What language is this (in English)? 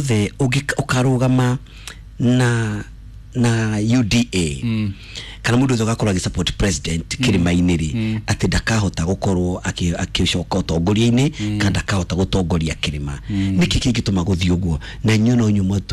Kikuyu